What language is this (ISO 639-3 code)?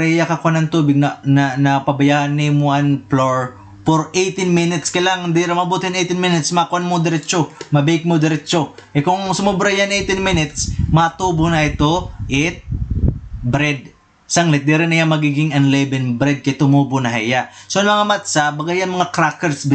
war